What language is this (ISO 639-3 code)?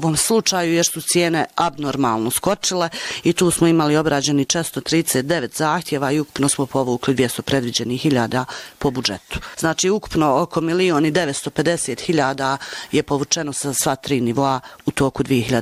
bos